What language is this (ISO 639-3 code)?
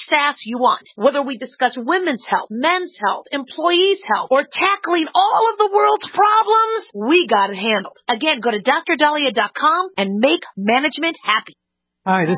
eng